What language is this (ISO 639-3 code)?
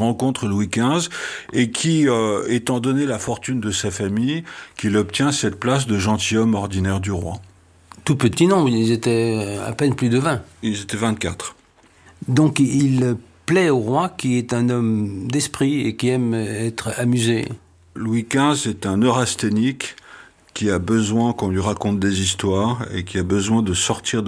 fra